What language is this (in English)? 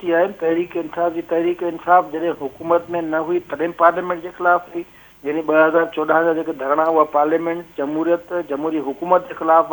Sindhi